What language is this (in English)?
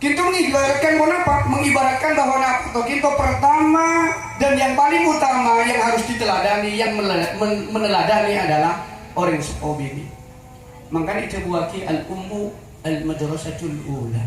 Madurese